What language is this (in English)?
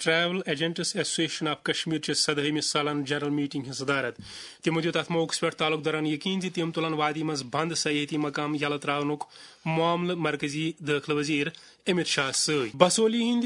Kashmiri